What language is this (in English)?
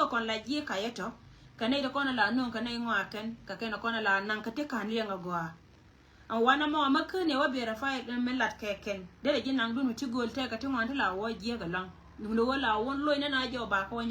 Nuer